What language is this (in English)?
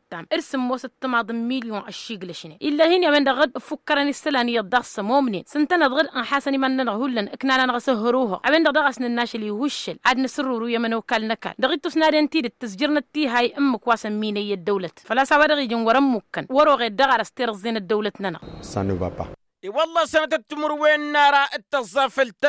Tamasheq